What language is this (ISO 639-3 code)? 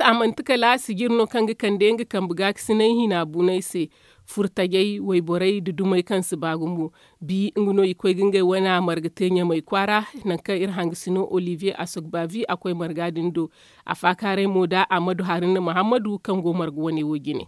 dje